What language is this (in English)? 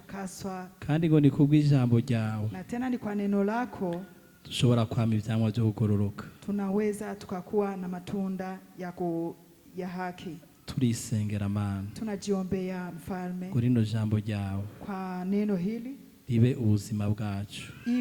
Rundi